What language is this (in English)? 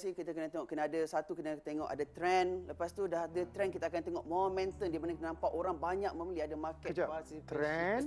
Malay